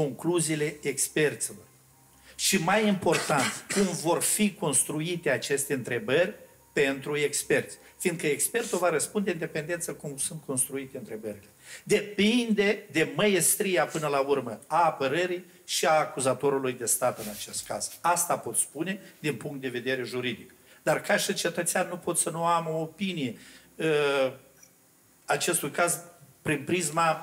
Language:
Romanian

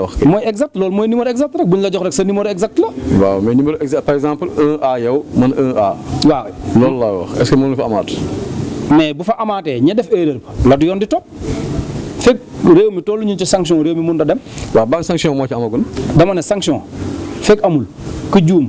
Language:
Wolof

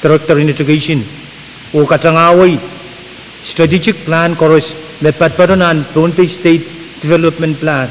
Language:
Pohnpeian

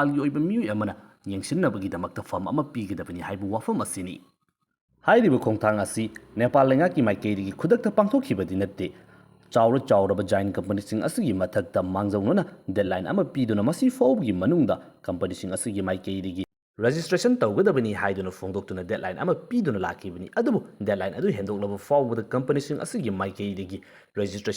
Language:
Manipuri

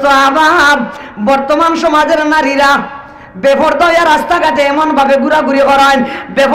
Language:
Sylheti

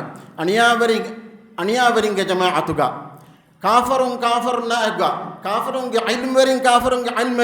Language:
Divehi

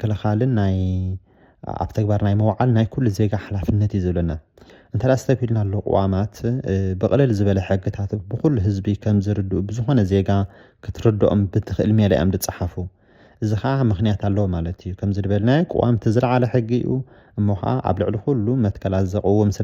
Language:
Tigrinya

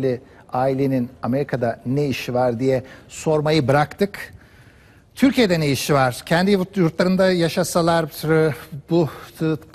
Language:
Turkish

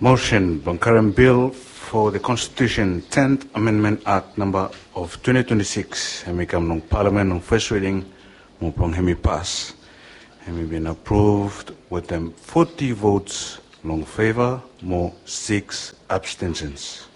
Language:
Bislama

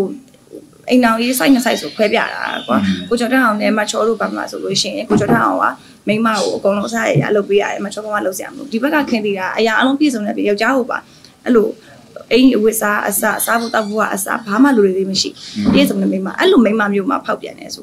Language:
Burmese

